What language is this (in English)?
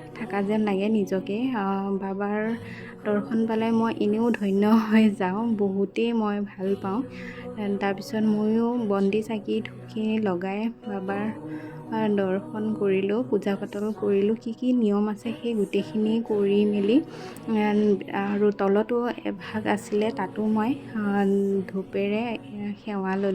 Assamese